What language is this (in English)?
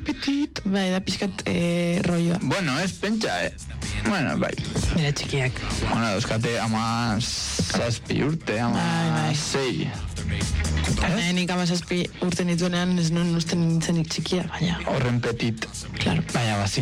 Basque